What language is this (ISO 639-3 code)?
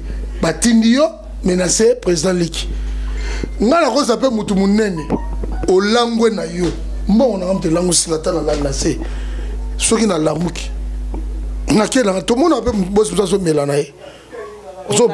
lin